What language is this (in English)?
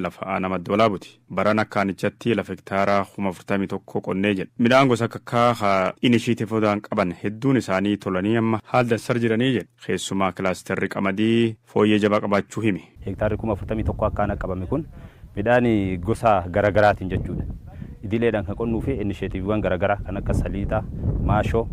Oromo